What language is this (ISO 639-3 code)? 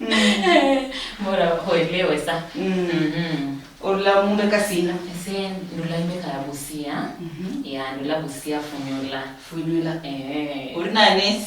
luy